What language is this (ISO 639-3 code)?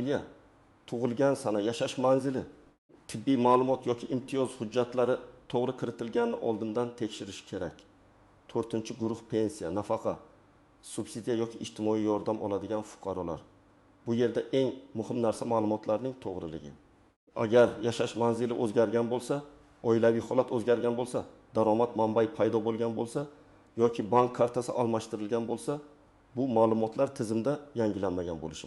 uzb